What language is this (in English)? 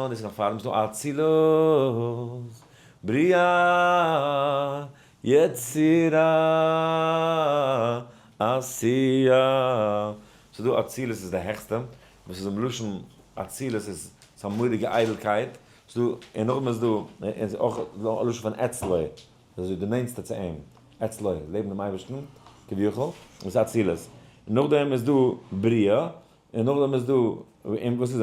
Yiddish